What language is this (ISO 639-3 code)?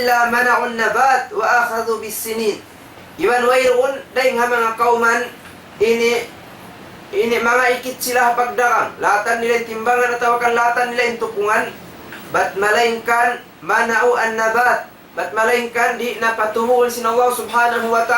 tsg